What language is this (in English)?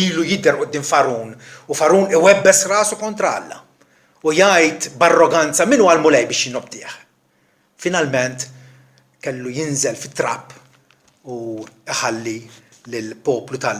Maltese